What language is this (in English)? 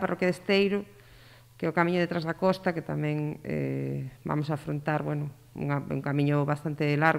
Galician